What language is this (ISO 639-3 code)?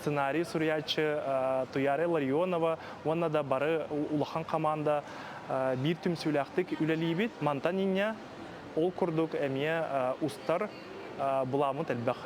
sah